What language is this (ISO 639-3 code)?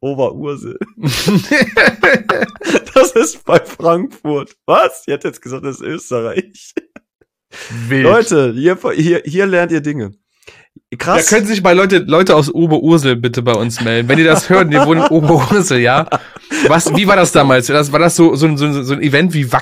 deu